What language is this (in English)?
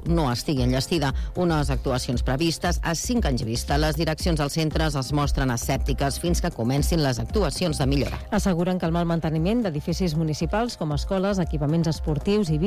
Catalan